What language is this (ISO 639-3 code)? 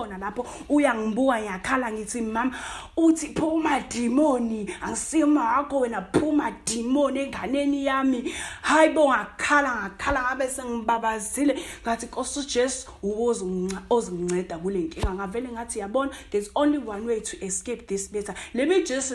zul